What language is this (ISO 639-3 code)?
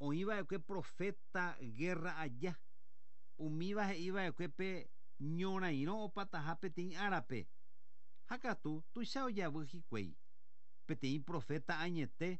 grn